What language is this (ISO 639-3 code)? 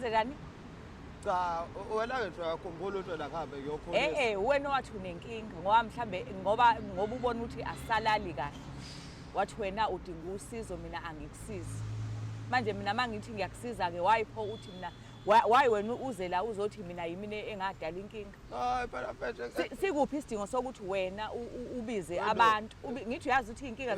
zul